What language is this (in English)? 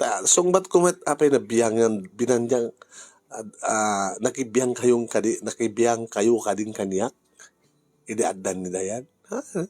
Iloko